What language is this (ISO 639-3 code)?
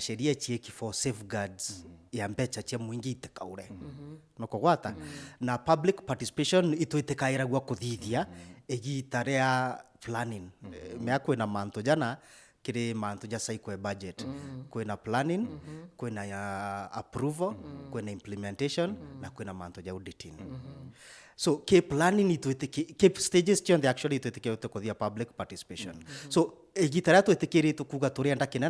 mer